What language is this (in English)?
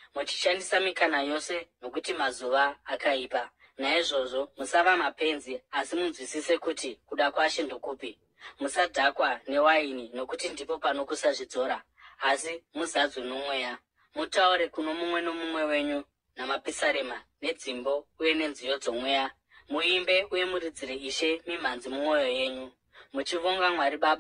Shona